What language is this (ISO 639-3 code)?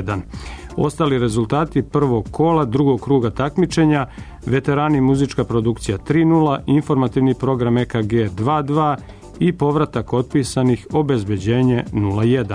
srp